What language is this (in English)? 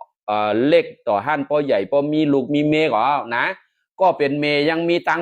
Shan